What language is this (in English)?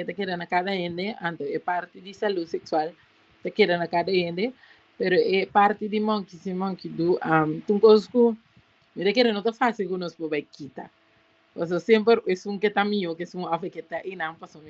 Papiamento